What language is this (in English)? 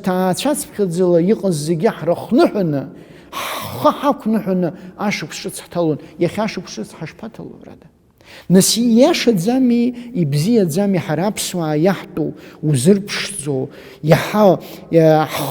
Abkhazian